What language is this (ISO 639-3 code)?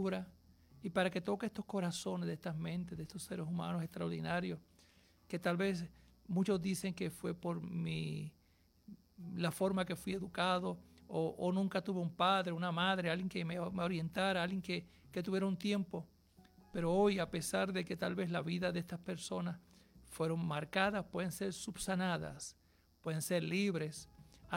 spa